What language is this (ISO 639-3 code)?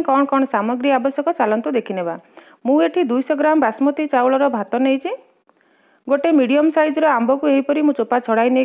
ori